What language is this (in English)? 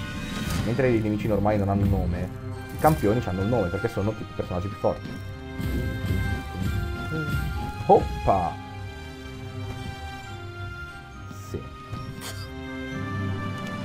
Italian